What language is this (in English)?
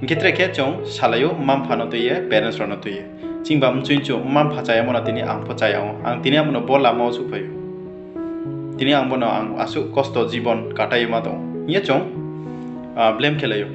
Riang (India)